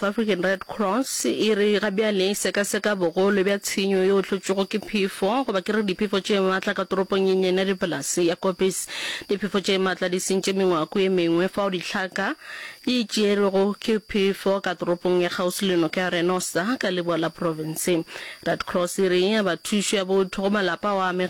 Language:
Northern Sotho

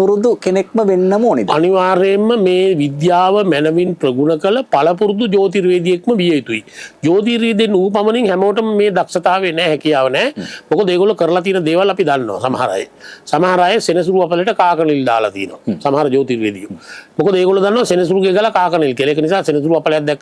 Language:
Sinhala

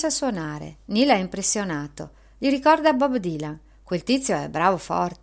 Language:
Italian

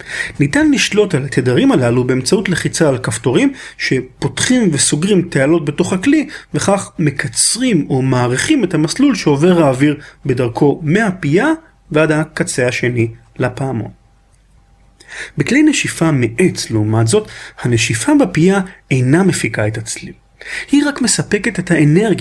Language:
Hebrew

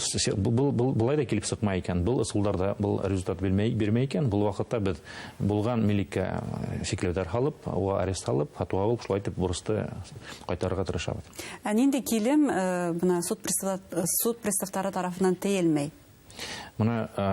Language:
Bashkir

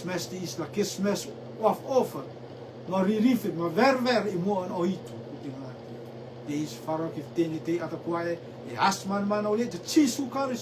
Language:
Rotuman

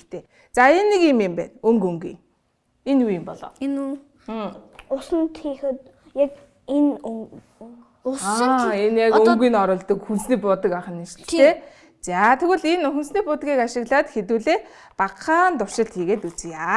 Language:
Mongolian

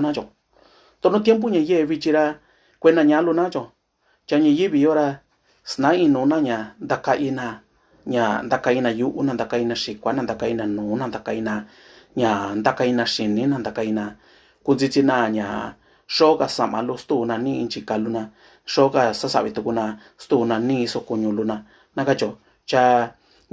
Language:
Mixtepec Mixtec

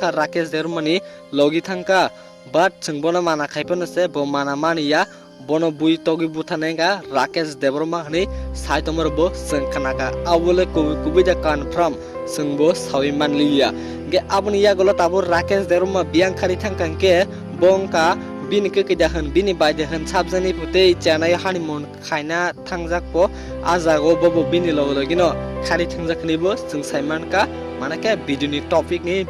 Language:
Kok Borok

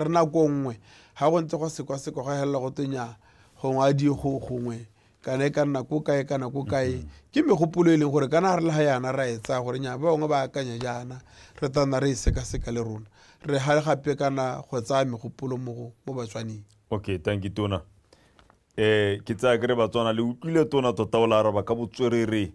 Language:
Tswana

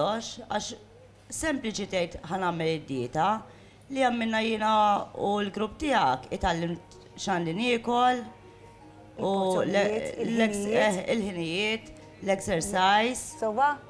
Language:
Maltese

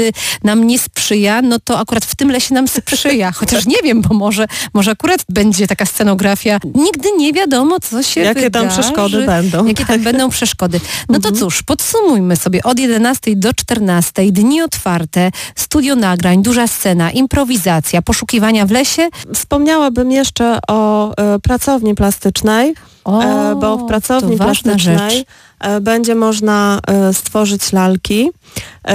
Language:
Polish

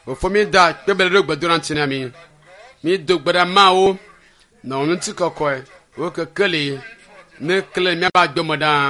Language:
Ewe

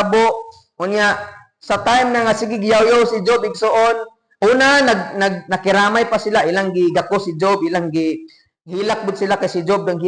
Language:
Cebuano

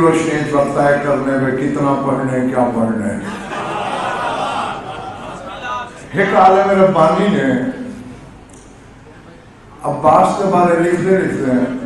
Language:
Urdu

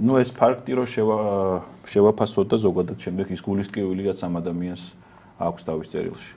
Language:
Georgian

